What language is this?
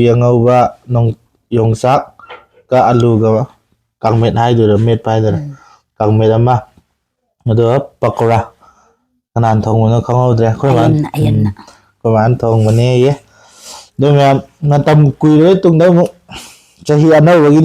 Manipuri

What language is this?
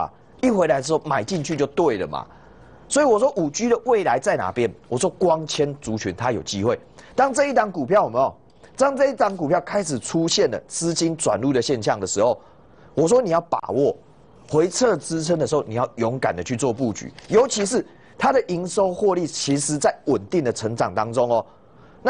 Chinese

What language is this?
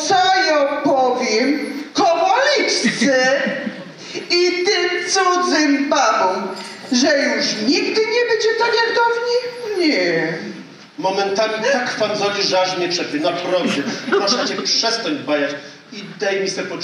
Silesian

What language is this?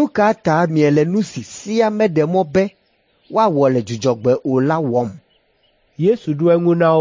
Ewe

